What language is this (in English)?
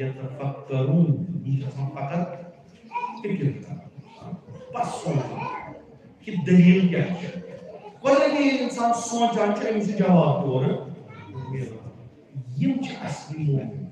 Kashmiri